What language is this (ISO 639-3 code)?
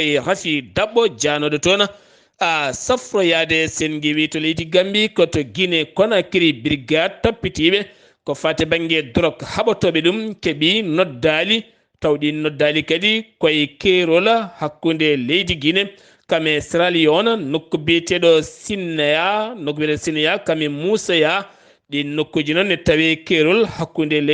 ful